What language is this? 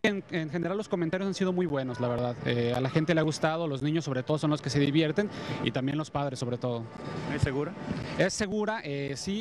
Spanish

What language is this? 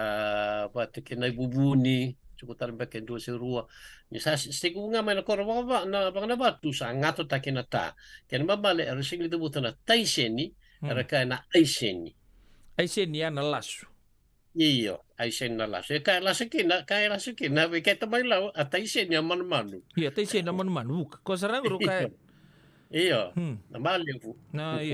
Fijian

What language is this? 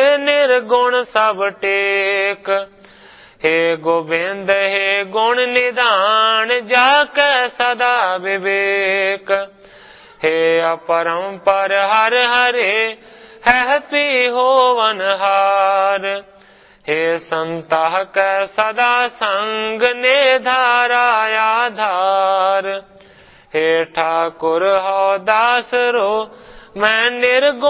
Punjabi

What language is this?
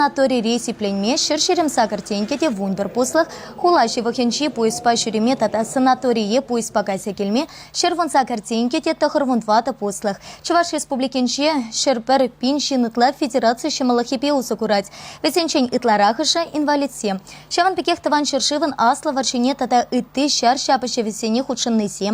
Chuvash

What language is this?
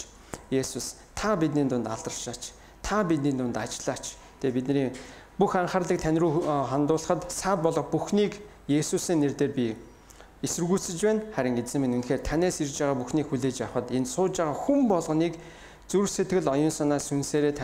Mongolian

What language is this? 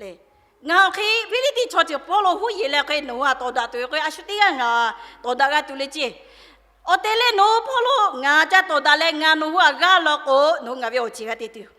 Lahu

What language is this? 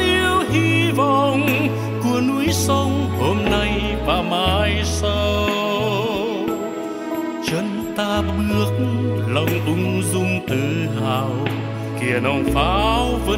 Vietnamese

